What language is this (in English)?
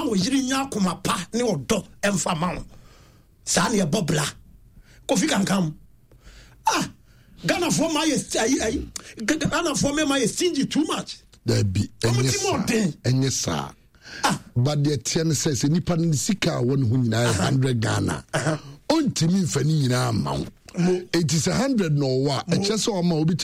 Akan